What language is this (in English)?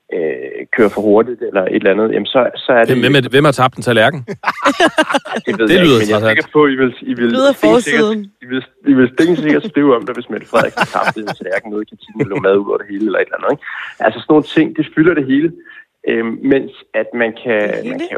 Danish